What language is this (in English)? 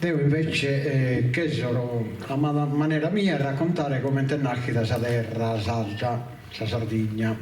Sardinian